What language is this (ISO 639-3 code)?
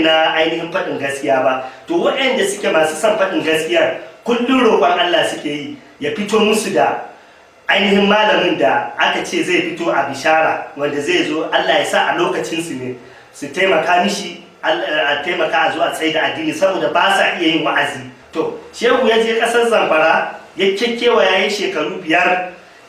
hau